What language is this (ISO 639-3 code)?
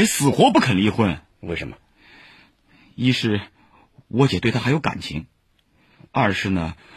zho